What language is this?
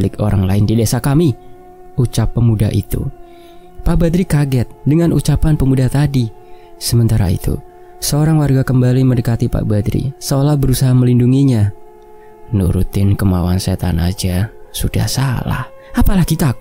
Indonesian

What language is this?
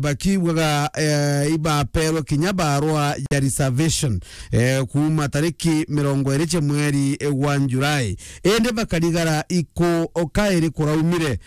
Meru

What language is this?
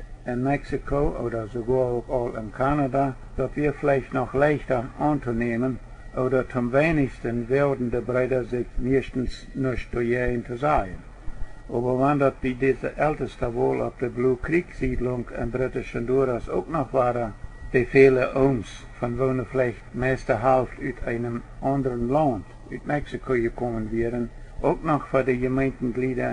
Plautdietsch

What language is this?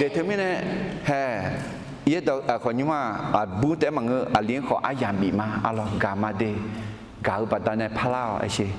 Akha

